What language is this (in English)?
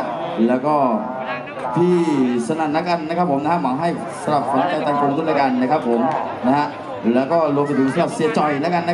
Thai